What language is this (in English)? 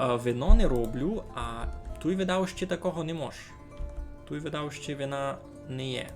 Rusyn